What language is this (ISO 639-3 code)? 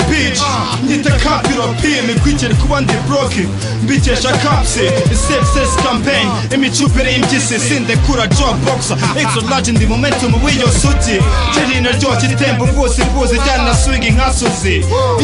kin